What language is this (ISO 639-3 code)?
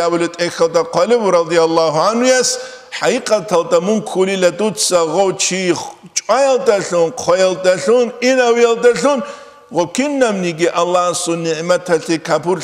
ava